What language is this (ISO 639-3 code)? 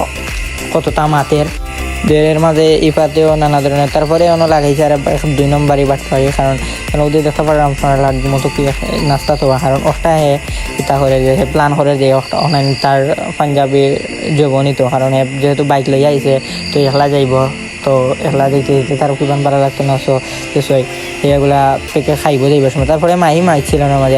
syl